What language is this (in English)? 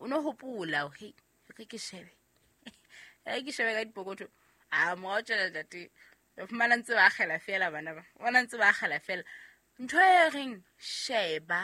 Southern Sotho